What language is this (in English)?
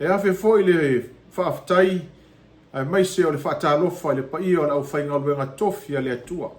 Samoan